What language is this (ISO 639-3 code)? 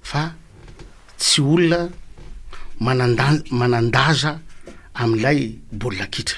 mlg